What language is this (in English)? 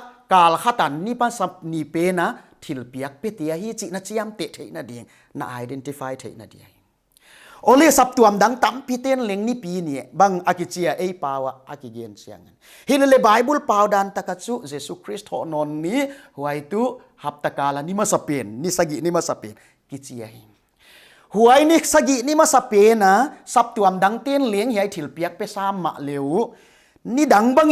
Paite Chin